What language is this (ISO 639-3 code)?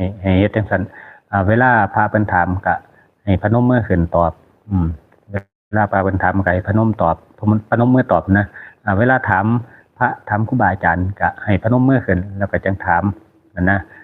tts